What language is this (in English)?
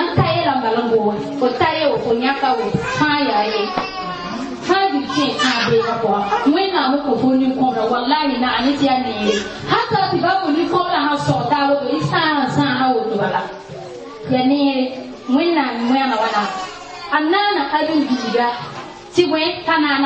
Mossi